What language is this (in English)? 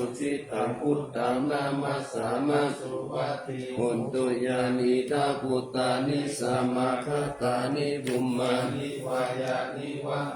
Pali